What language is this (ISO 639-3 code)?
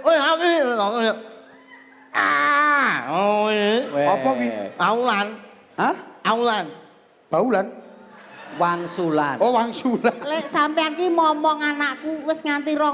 jav